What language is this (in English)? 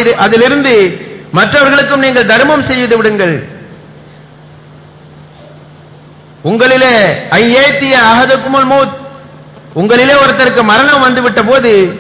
Tamil